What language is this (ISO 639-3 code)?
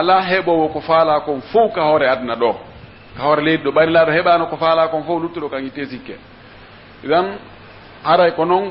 fuf